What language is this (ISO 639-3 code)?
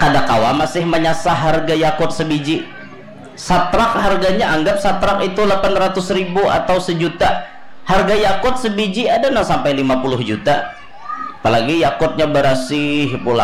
bjn